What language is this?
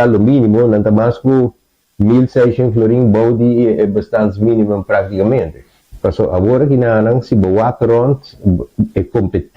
Papiamento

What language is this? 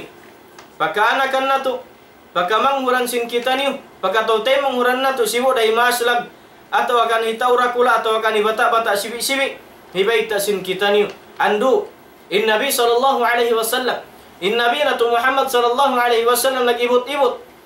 Tausug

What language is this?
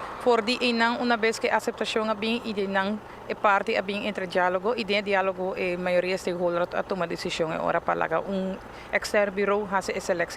Papiamento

